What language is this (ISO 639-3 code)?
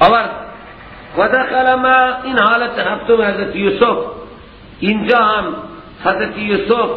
fas